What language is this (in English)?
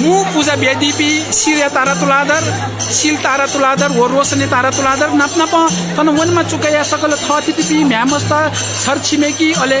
Newari